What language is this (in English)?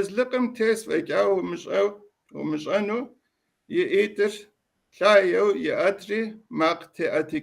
Kabardian